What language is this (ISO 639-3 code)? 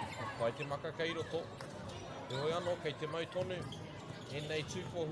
mri